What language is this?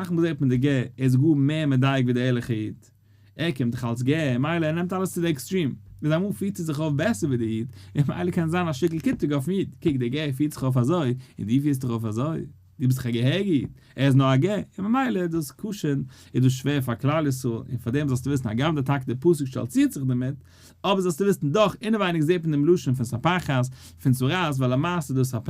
Yiddish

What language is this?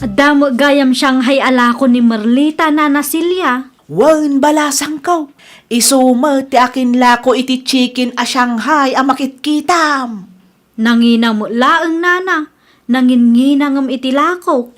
Iloko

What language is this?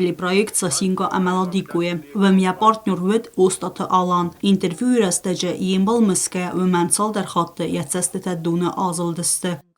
Ossetic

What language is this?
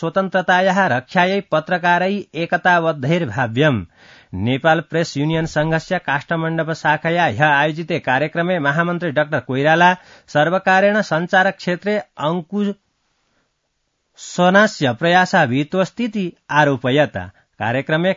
Sanskrit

